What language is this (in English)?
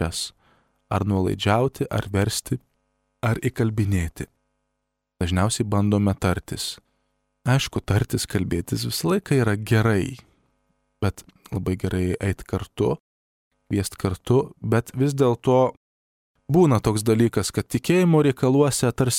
Lithuanian